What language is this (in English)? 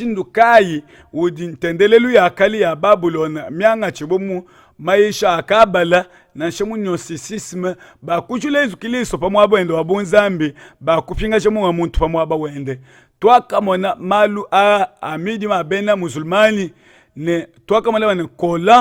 Luba-Lulua